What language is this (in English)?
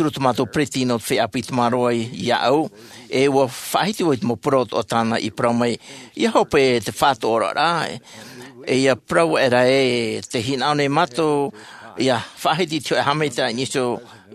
Tahitian